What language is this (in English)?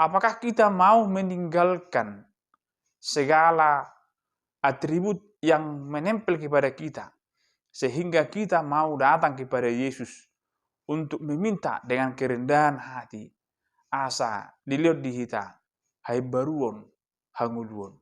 Batak Toba